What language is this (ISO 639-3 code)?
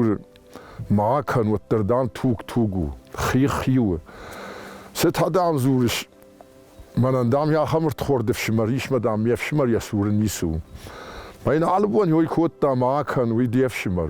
oss